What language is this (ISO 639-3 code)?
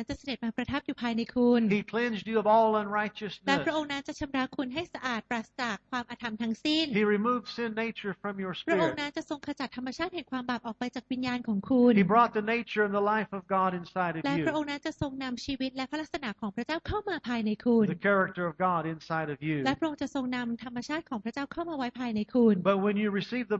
tha